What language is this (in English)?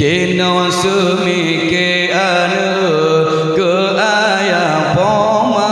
Achinese